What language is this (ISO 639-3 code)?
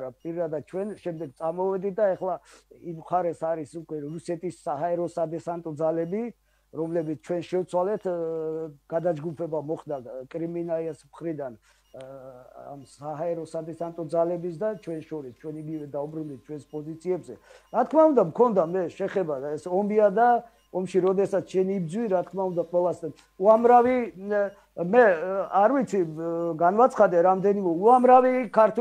kat